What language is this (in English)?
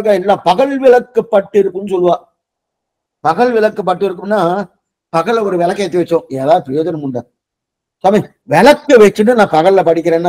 Tamil